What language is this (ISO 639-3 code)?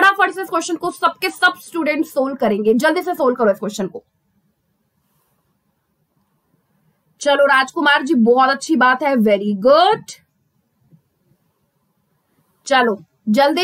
hin